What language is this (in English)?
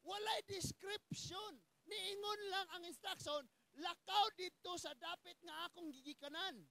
Cebuano